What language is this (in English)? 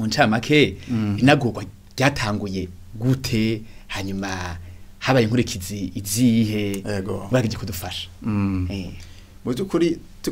Rundi